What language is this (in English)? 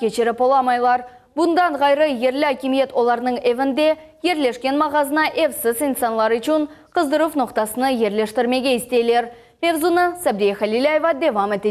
Crimean Tatar